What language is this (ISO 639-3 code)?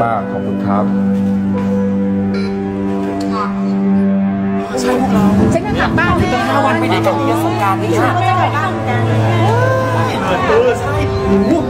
tha